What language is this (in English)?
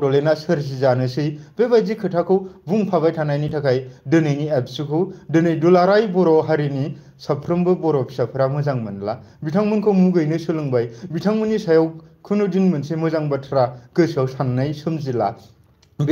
Bodo